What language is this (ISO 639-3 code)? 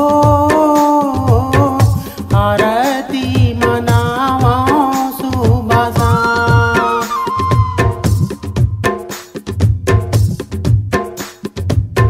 hne